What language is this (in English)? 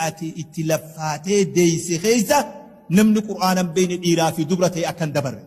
Oromo